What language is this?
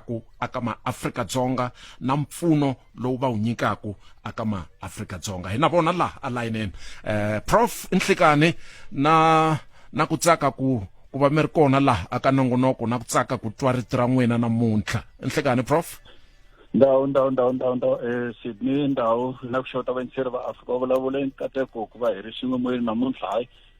Tsonga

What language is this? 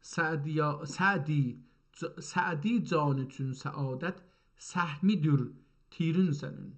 South Azerbaijani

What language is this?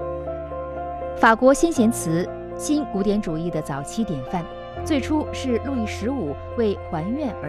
Chinese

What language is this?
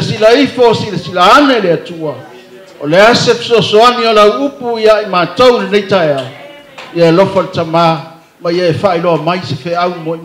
Samoan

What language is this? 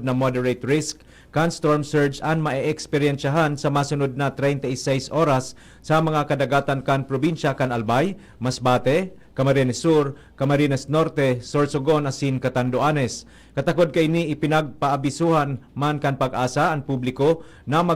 Bikol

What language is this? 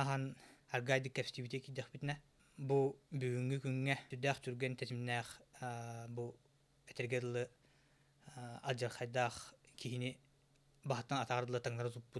Yakut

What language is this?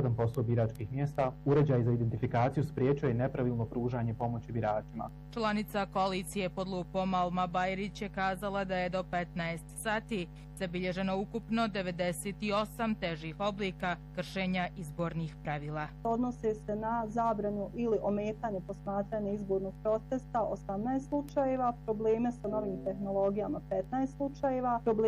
Bosnian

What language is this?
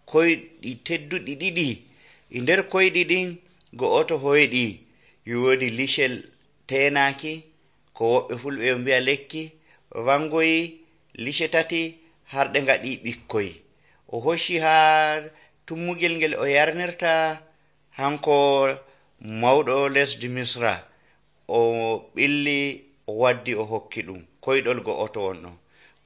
Nigerian Fulfulde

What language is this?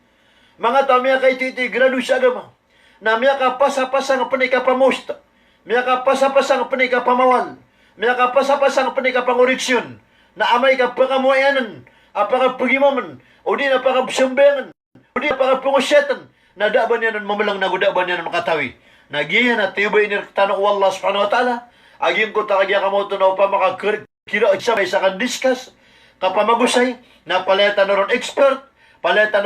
Maranao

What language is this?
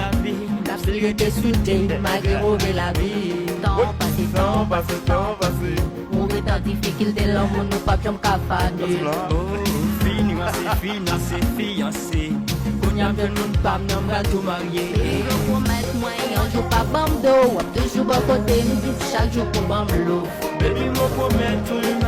Haitian Creole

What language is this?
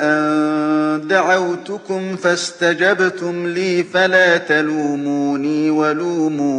Galician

